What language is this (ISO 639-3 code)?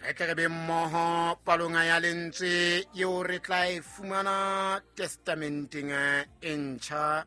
sot